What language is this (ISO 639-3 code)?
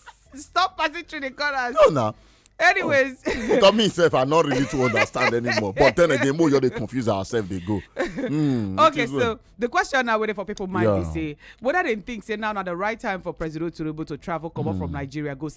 pcm